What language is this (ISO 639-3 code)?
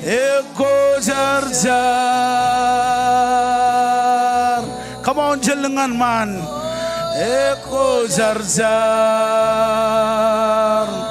mah